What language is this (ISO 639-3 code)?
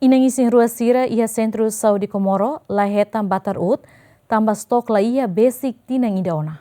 tet